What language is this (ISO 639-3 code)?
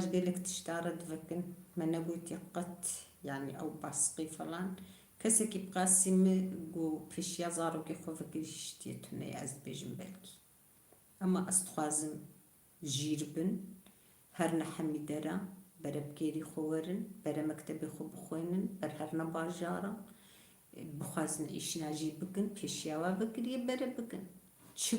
kur